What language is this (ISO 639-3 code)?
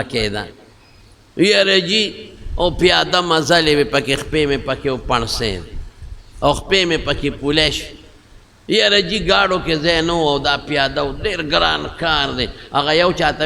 pus